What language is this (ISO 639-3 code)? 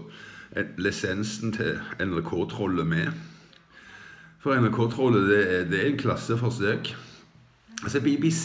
nor